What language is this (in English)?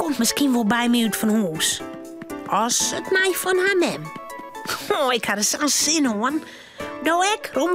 Western Frisian